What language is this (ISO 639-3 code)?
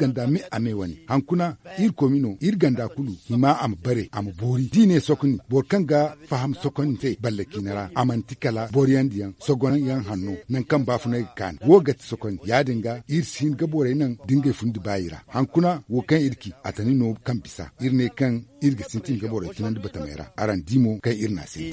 dje